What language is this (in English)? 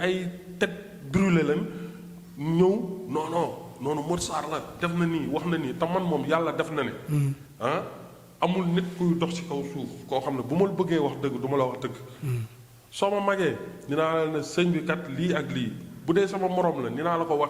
Wolof